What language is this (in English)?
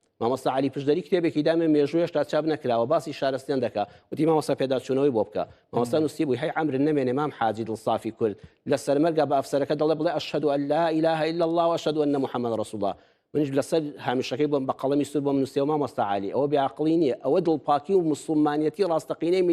Central Kurdish